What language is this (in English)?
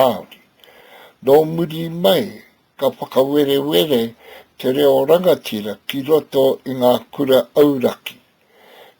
Māori